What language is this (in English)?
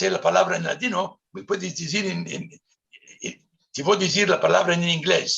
Ladino